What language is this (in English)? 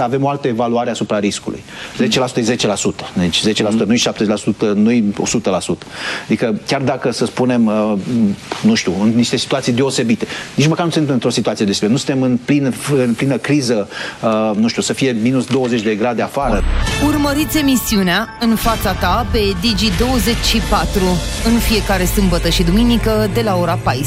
Romanian